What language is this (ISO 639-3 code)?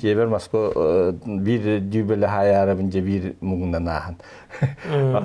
sah